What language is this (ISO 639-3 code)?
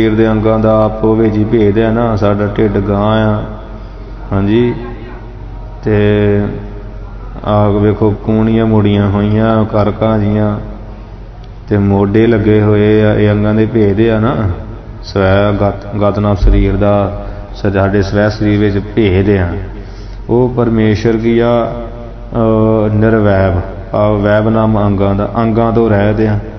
pan